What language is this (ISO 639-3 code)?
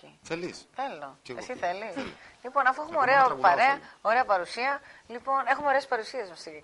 ell